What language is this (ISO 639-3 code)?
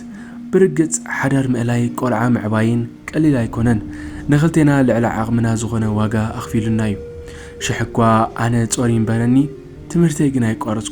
tir